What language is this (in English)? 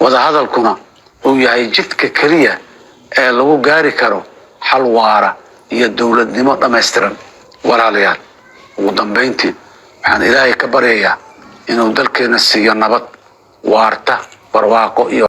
Somali